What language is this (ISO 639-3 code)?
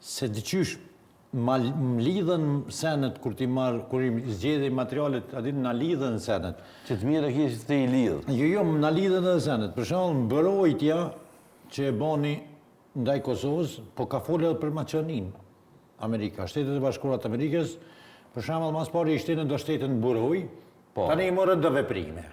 sqi